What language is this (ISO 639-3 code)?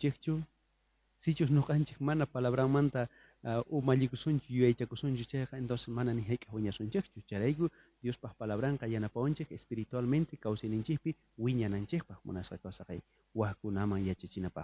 quh